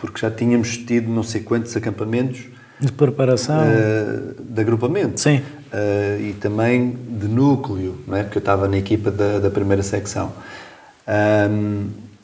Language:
Portuguese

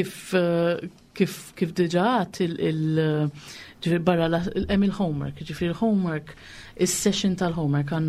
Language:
Maltese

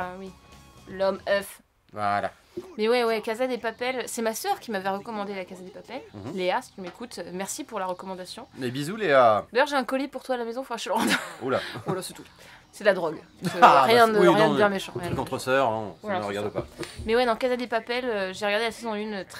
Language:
French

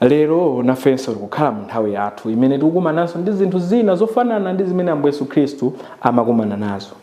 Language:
Nyanja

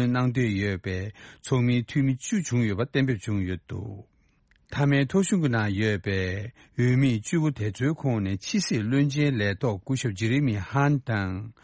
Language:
Tibetan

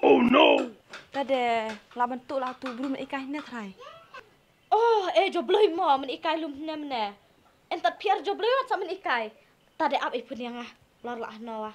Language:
Khasi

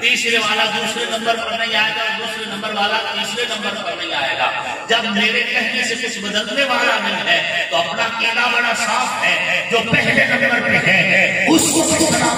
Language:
Urdu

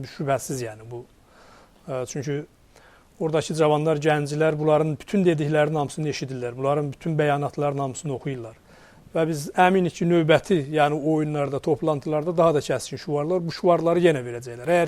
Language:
Azerbaijani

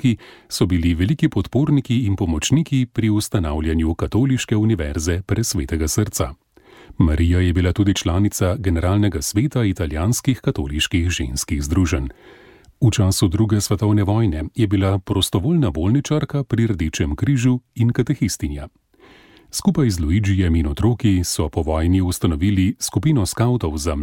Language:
Slovenian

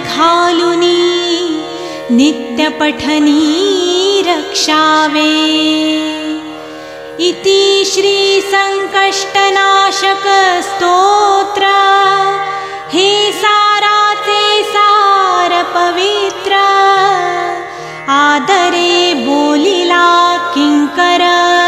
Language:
Marathi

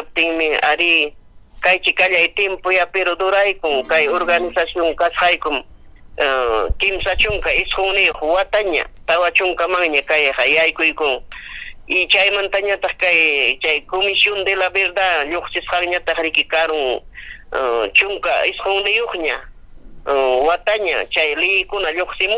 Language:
Ayacucho Quechua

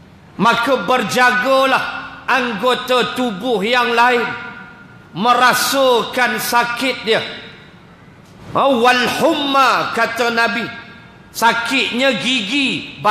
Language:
Malay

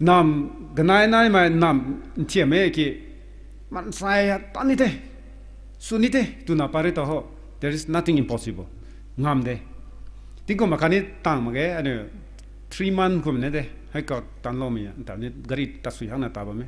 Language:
Rongmei Naga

